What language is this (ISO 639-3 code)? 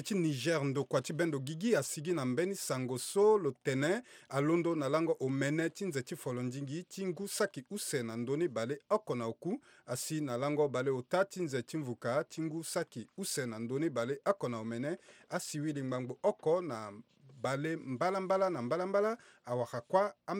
sag